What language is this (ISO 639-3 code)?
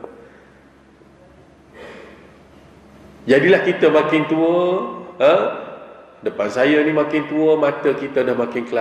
msa